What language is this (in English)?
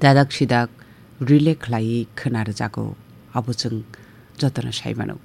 Kok Borok